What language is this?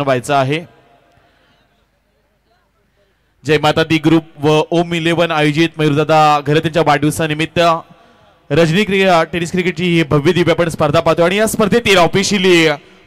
Marathi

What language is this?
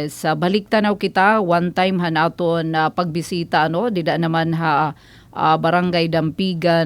Waray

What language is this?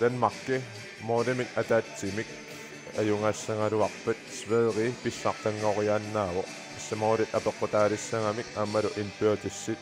Kalaallisut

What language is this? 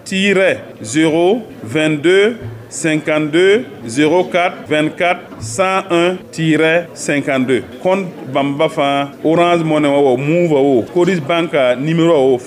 Mossi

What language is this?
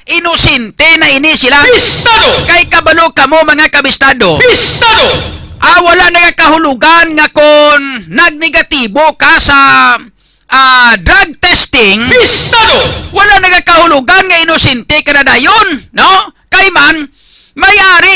Hiligaynon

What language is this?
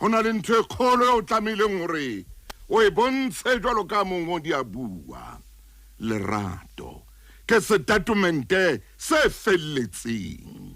Southern Sotho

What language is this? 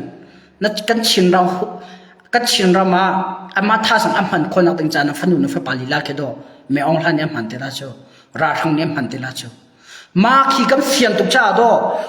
Hakha Chin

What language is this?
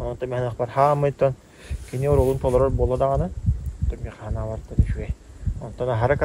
Yakut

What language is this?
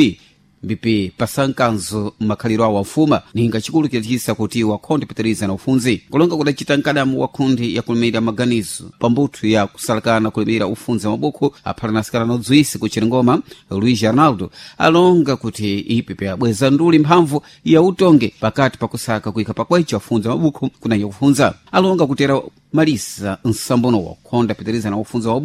Sena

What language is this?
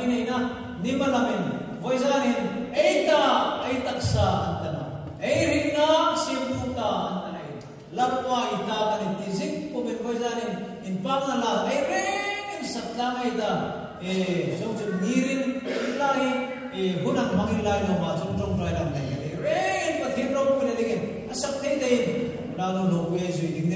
Hmar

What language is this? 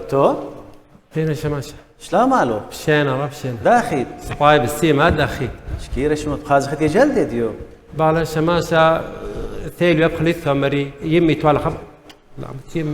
Assyrian Neo-Aramaic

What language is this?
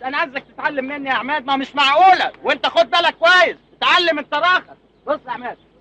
Egyptian Arabic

